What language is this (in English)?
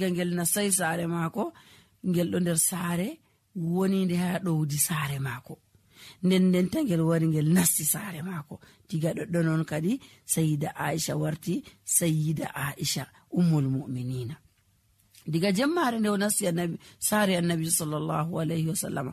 Nigerian Fulfulde